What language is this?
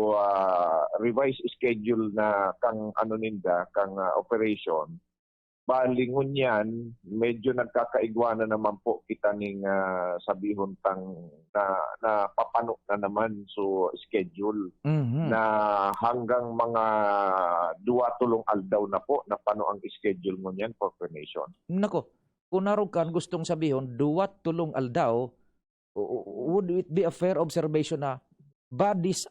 Bikol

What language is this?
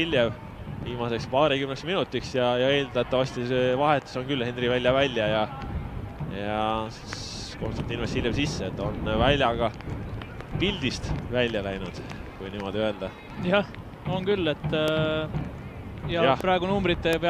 Estonian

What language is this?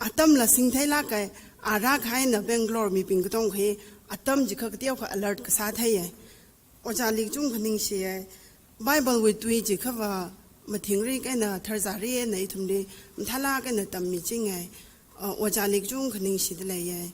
Tangkhul Naga (India)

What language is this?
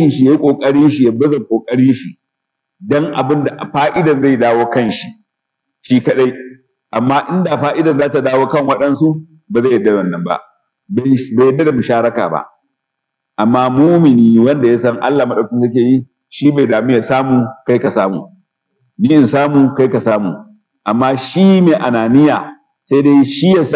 Hausa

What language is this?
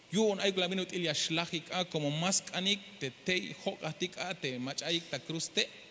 Tzeltal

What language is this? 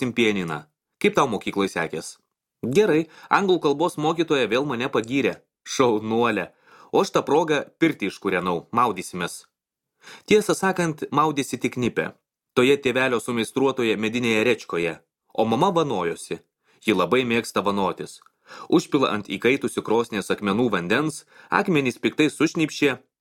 Lithuanian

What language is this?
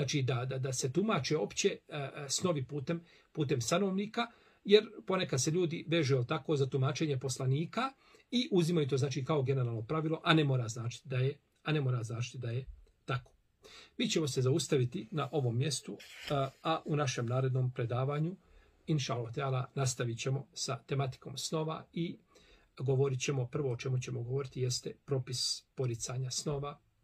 Bosnian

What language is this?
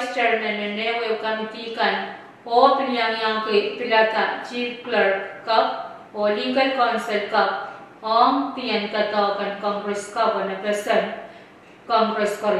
Pohnpeian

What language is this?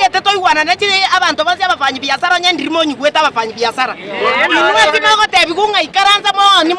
Gusii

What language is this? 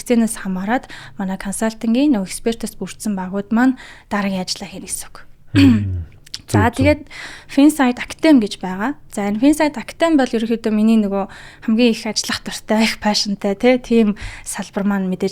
Mongolian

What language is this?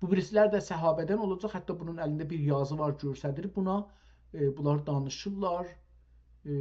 South Azerbaijani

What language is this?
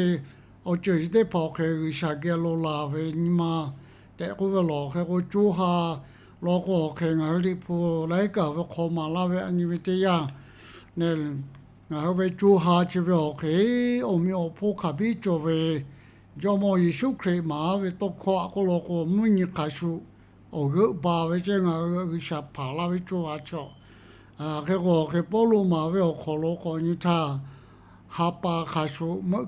Lahu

